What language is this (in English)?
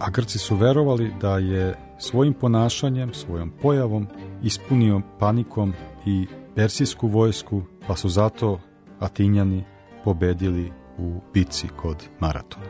Serbian